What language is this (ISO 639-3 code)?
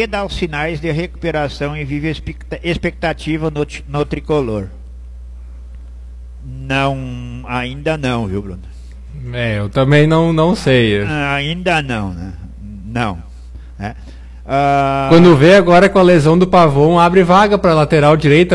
por